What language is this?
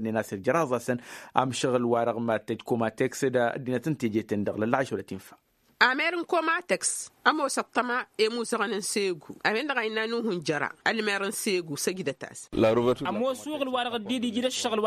Tamasheq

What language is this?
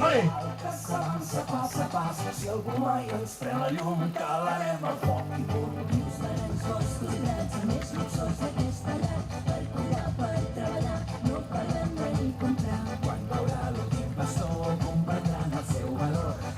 Occitan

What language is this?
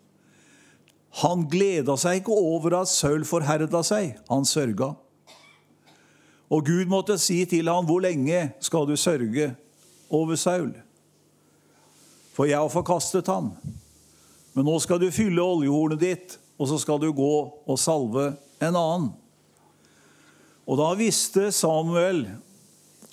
Norwegian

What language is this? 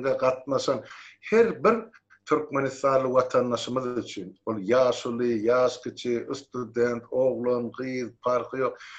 Turkmen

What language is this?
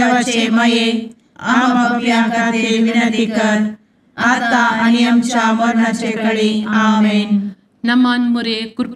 Konkani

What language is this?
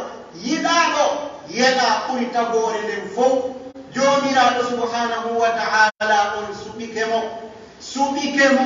Pular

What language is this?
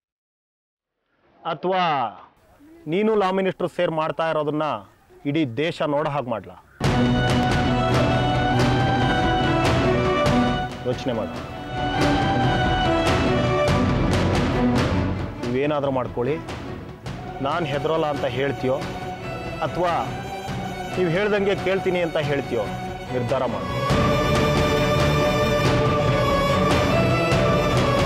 Kannada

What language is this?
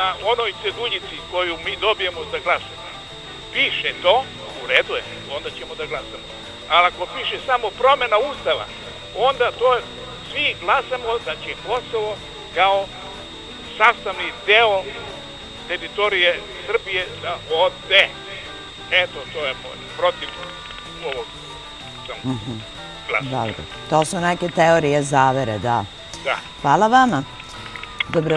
Serbian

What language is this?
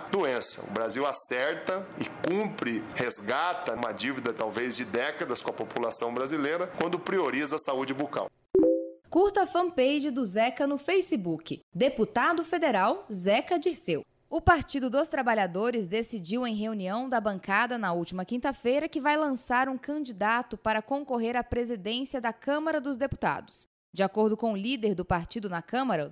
Portuguese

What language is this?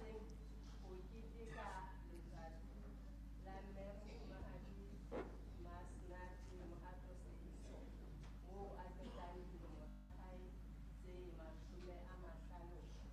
Southern Sotho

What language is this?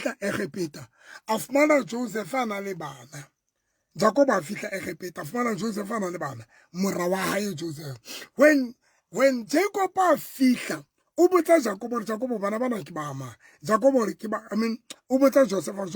Southern Sotho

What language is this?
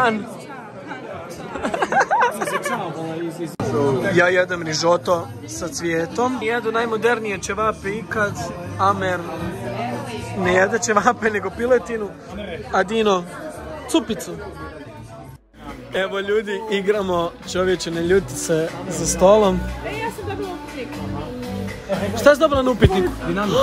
Croatian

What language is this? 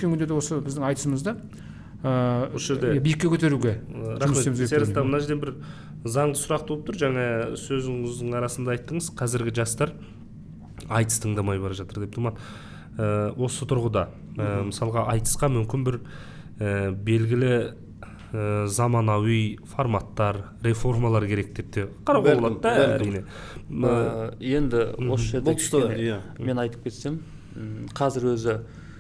Kazakh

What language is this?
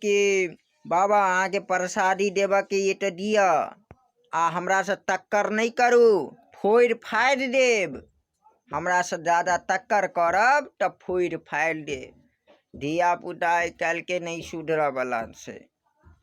Maithili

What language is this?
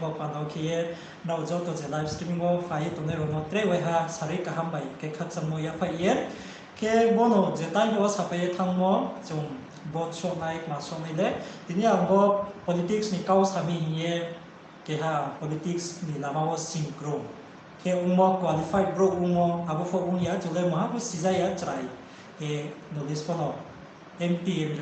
Riang (India)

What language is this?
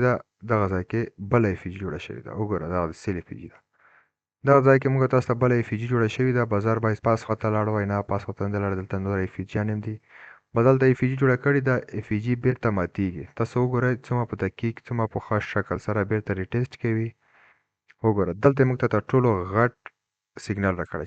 Pashto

